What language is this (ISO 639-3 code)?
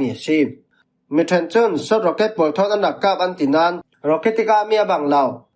cfm